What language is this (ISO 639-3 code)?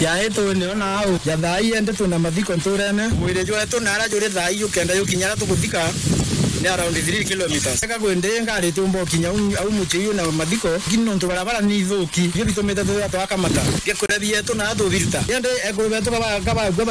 mer